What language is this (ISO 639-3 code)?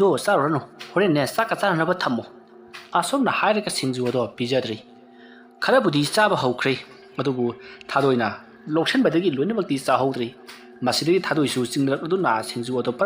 mni